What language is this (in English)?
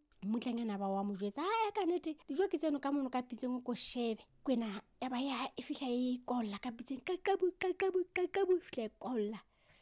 Southern Sotho